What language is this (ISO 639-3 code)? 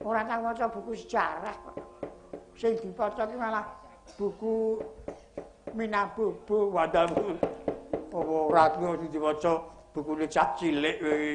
jav